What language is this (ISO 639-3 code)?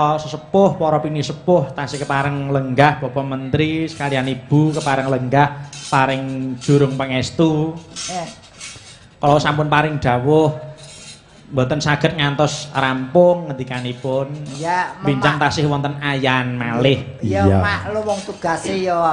jav